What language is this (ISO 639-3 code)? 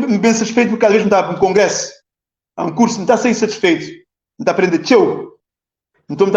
kea